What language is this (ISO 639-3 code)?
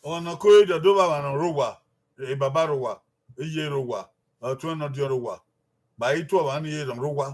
bin